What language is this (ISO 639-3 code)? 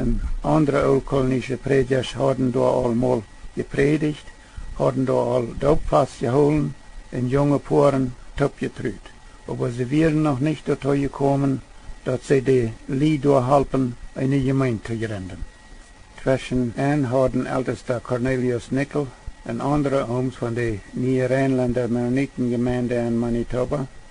pdt